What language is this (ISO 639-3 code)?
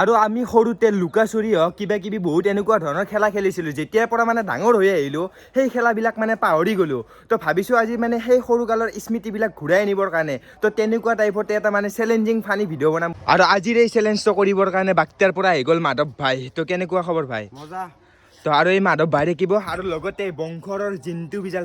asm